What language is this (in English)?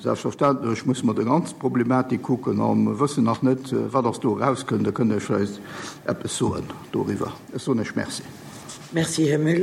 Luxembourgish